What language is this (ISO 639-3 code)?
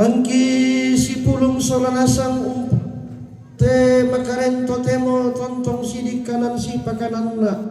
sda